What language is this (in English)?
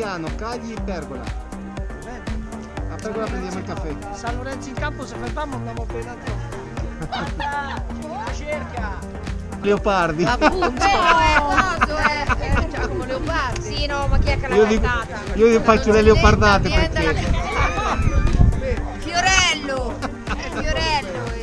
Italian